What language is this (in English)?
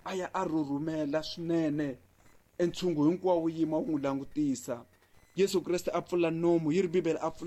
Tsonga